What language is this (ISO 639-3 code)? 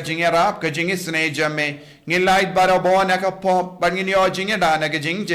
kha